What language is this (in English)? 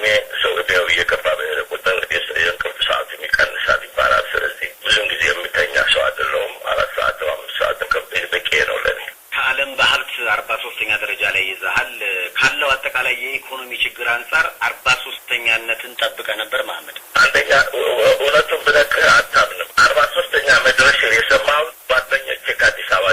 Amharic